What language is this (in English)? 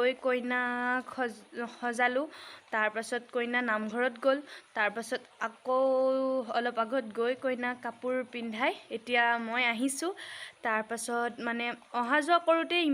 Assamese